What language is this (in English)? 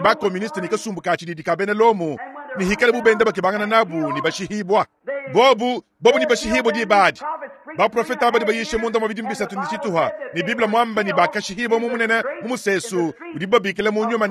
Luba-Lulua